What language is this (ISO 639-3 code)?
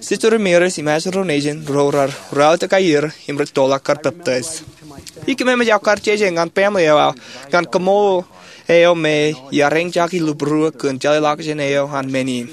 mah